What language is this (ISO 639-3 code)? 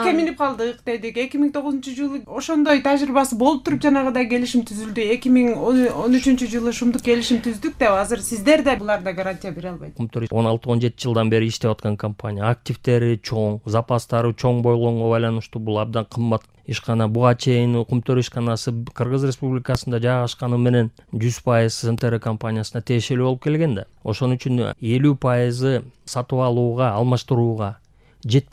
kir